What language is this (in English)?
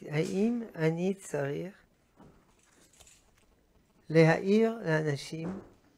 Hebrew